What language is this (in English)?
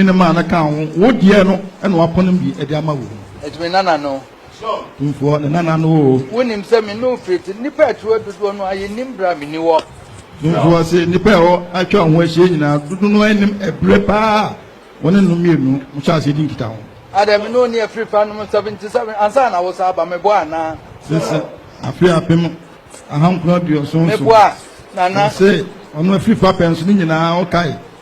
Akan